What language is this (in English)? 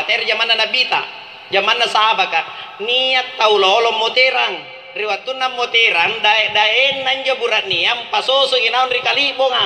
Makasar